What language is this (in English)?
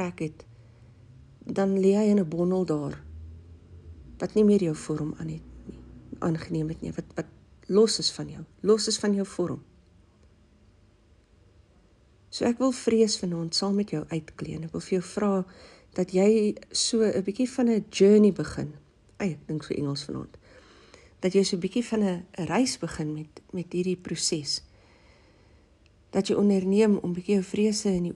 Afrikaans